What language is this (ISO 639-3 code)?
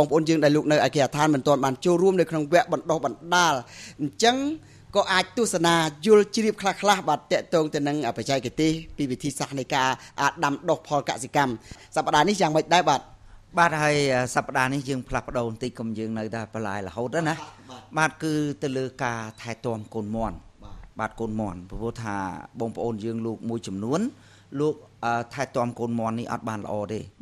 khm